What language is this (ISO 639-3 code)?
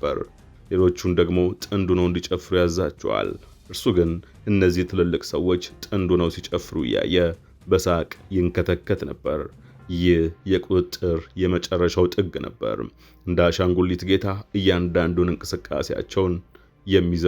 amh